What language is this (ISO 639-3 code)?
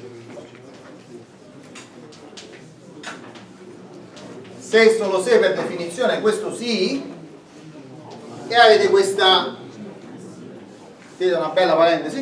ita